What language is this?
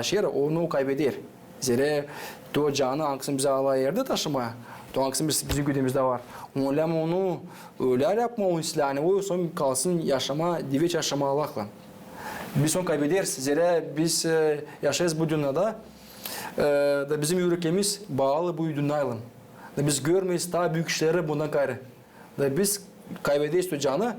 Gagauz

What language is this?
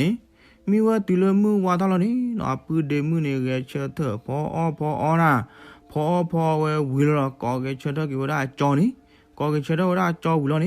S'gaw Karen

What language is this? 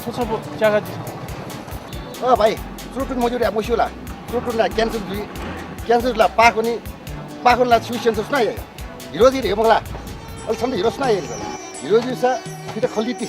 Newari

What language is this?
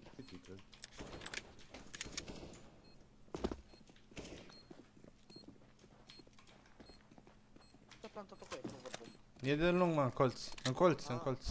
Romanian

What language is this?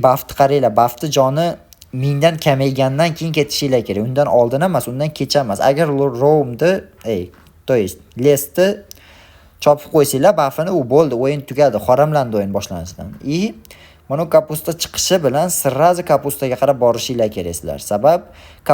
Uzbek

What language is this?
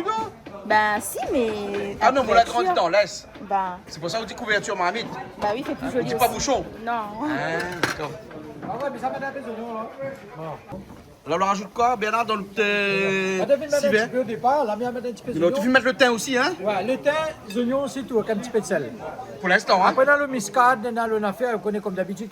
Réunion Creole French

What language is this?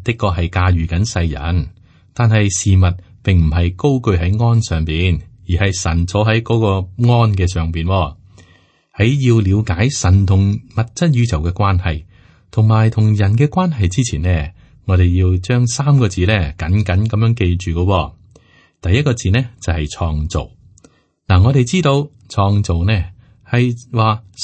Cantonese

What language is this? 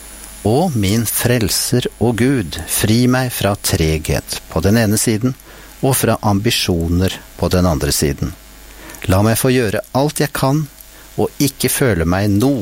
Norwegian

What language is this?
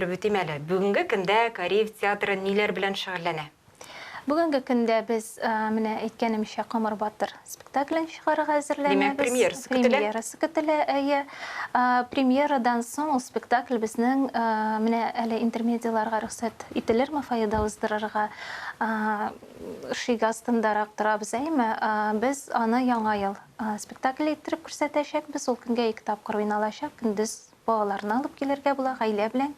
Tatar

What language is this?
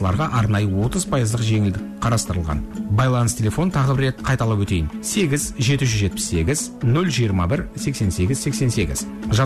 Kazakh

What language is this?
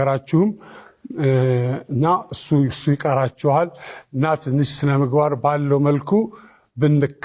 Amharic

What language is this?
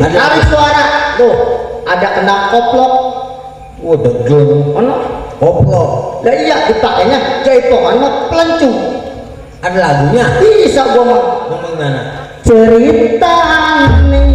Betawi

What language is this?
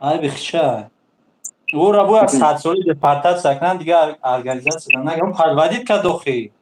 Tajik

